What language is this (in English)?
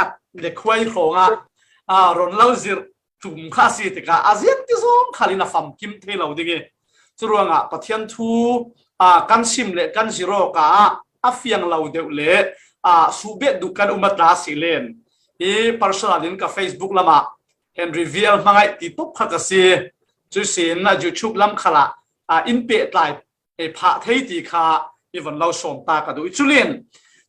Falam Chin